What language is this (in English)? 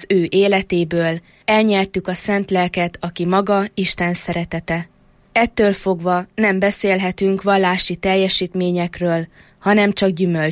Hungarian